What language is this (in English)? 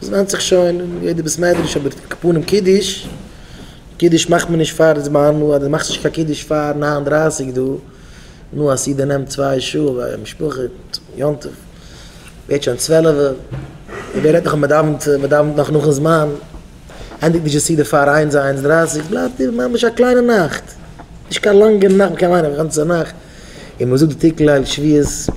Yiddish